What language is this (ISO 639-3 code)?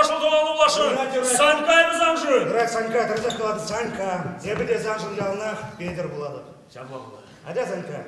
chv